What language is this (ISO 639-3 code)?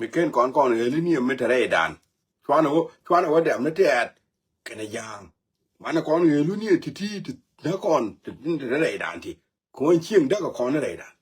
nus